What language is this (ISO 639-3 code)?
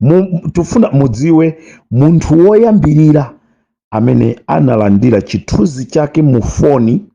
nya